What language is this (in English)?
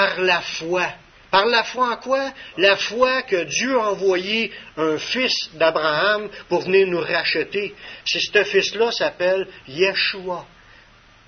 French